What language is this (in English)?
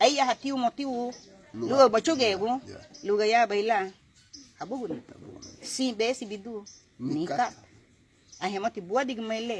Garifuna